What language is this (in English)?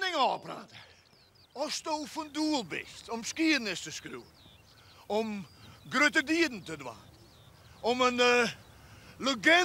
Western Frisian